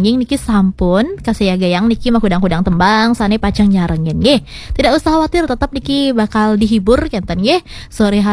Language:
Balinese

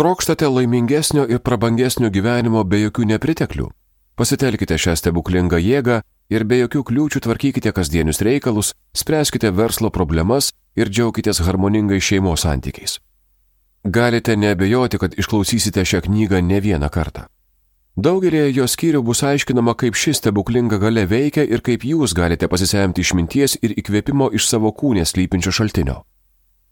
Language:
Lithuanian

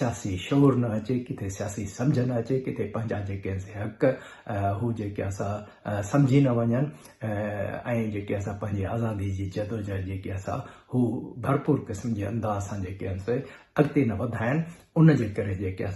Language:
Sindhi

